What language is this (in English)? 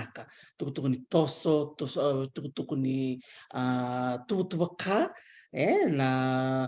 Fijian